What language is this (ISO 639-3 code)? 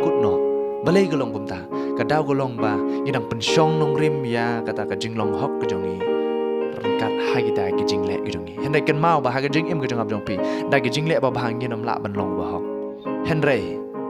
kha